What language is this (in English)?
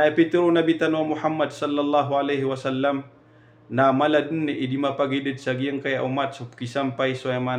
Maranao